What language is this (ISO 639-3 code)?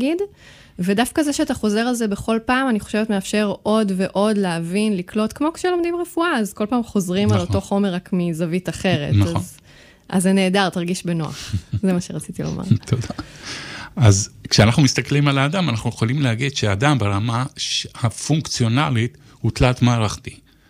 heb